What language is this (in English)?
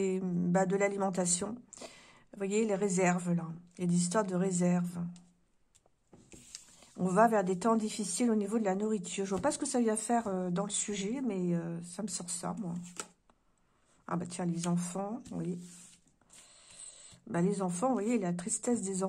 French